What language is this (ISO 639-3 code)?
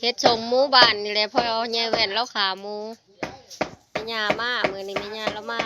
lao